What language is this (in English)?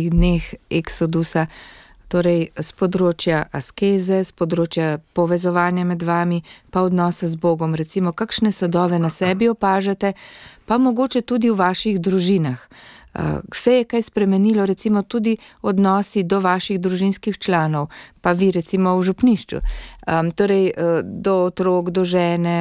Slovenian